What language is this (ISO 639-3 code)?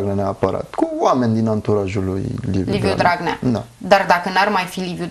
ron